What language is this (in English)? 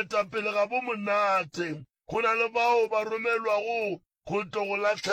Northern Sotho